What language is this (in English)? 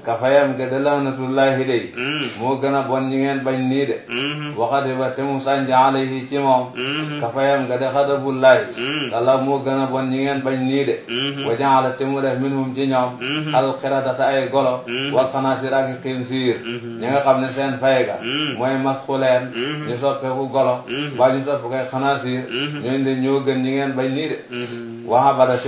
Wolof